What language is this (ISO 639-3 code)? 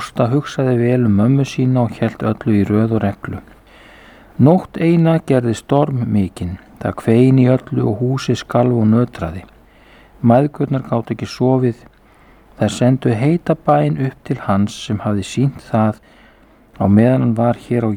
isl